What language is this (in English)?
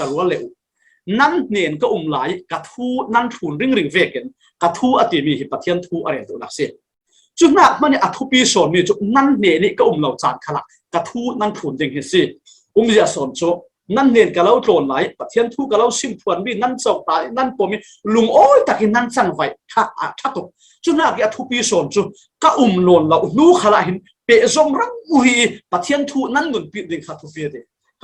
Falam Chin